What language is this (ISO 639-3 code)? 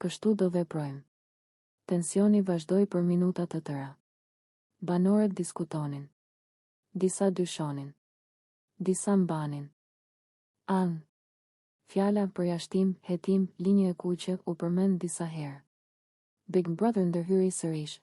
sqi